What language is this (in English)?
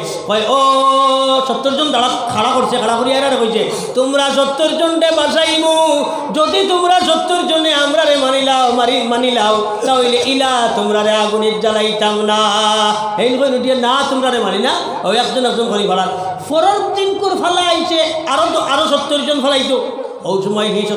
Sylheti